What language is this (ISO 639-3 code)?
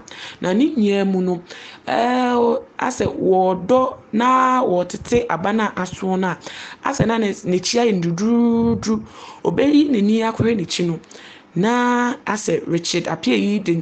aka